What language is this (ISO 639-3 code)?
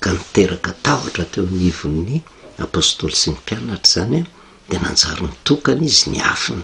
mlg